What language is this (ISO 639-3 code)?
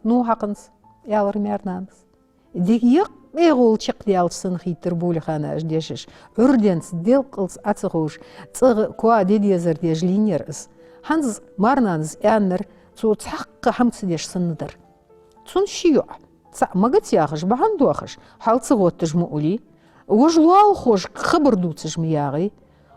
inh